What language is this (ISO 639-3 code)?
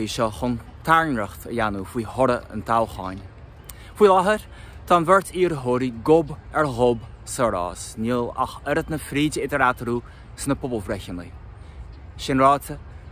gle